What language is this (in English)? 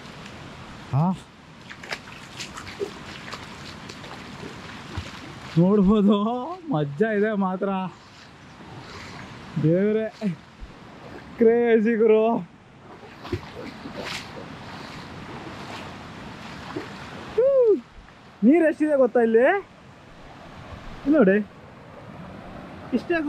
Kannada